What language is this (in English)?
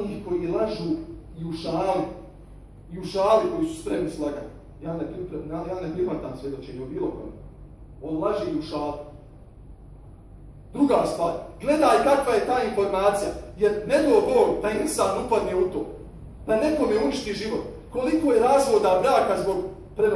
Bosnian